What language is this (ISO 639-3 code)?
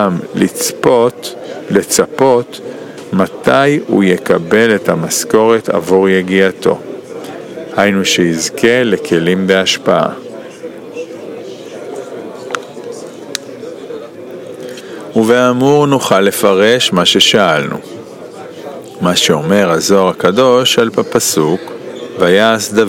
heb